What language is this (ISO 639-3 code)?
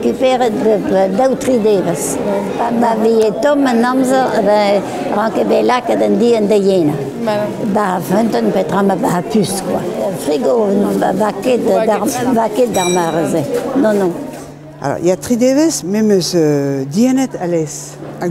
bre